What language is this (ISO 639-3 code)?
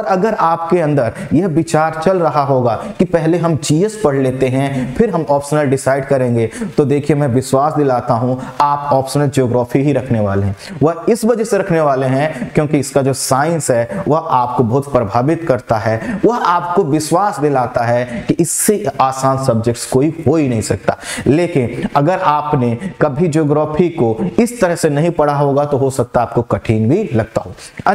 hin